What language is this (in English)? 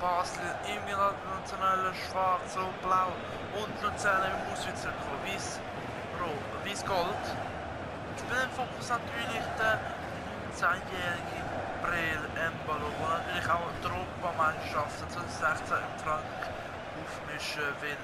Swiss German